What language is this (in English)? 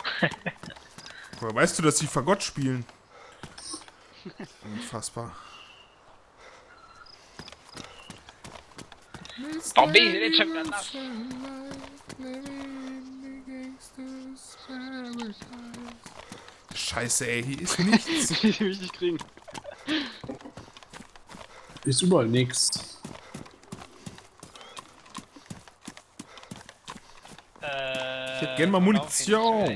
German